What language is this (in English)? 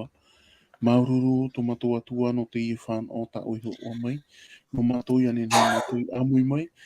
Tahitian